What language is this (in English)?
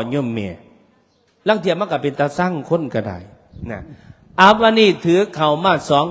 Northeastern Thai